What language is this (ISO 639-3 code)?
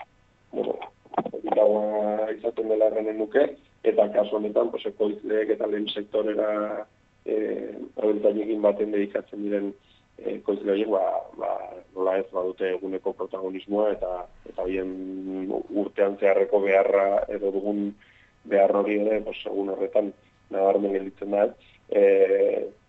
eus